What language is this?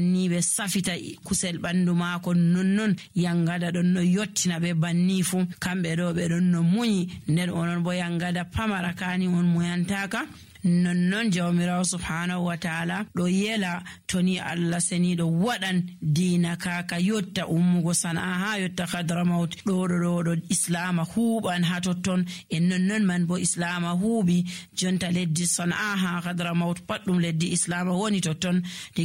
Nigerian Fulfulde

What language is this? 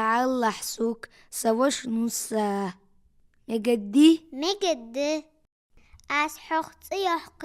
Ingush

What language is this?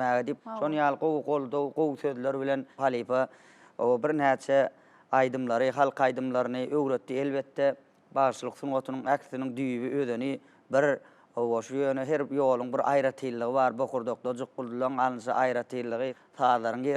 Turkmen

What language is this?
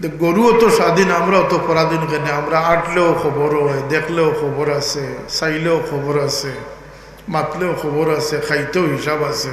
Sylheti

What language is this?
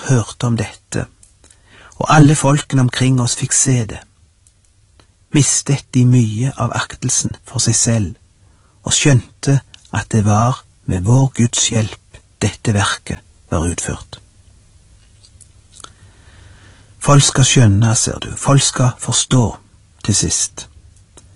Norwegian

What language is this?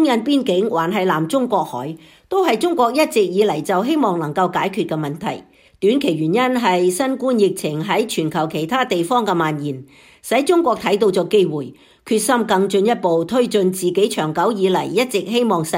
Cantonese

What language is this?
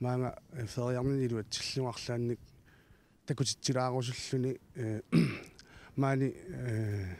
Kalaallisut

